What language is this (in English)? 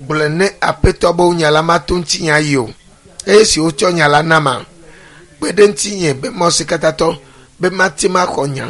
Ewe